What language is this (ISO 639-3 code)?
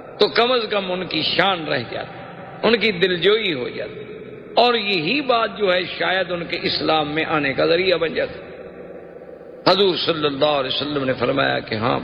urd